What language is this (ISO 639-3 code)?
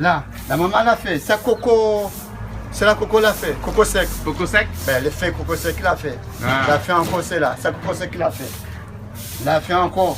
rcf